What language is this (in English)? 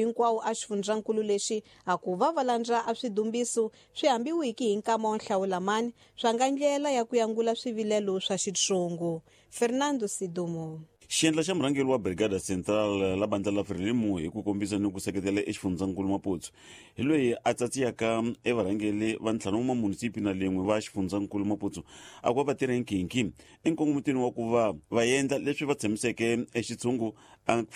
Tsonga